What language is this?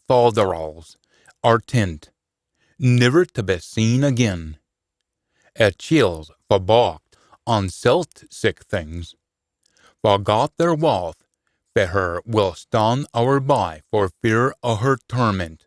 Scots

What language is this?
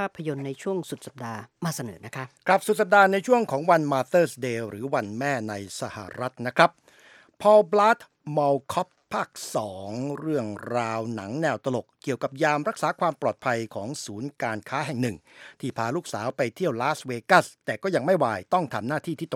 Thai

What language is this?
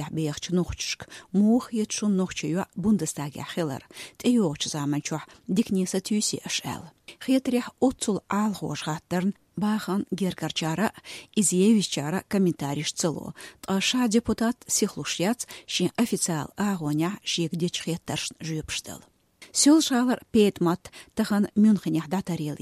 Chechen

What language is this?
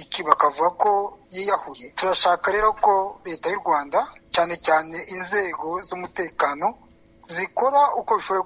Kinyarwanda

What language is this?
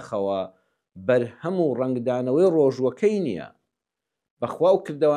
Central Kurdish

